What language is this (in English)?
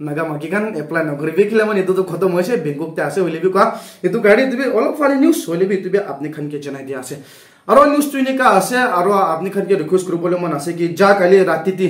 Naga Pidgin